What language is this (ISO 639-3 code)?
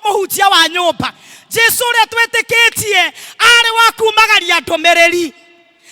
kik